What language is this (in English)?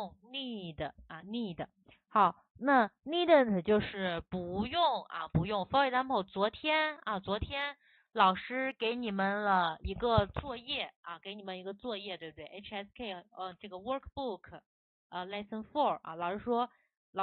Chinese